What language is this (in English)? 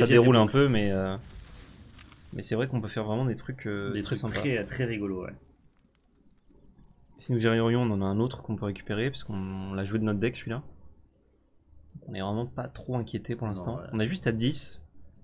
French